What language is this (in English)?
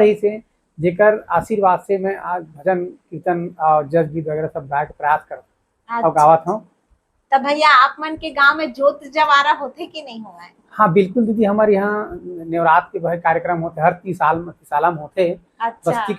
Chhattisgarhi